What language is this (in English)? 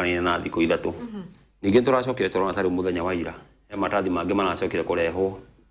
Kikuyu